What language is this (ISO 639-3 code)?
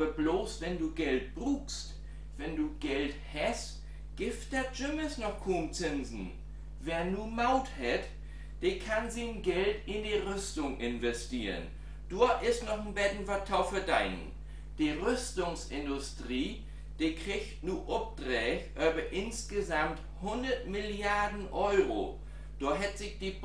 nds